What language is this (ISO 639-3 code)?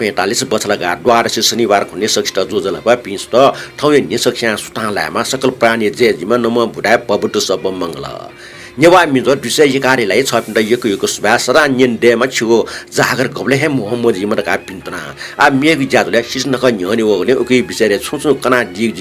new